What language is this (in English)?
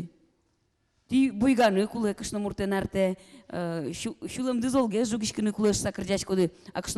Udmurt